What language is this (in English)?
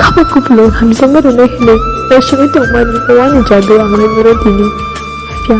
Kok Borok